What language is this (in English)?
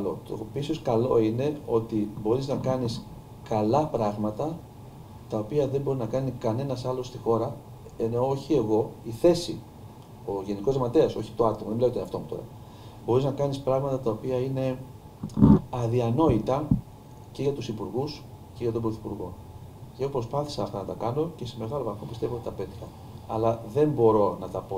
Greek